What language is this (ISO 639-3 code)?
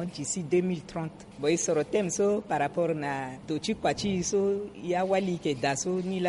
sag